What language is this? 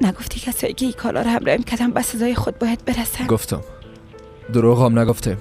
Persian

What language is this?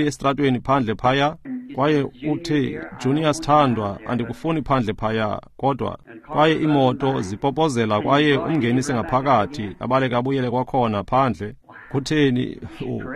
Xhosa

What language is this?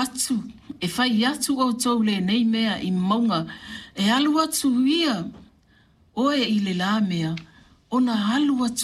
Samoan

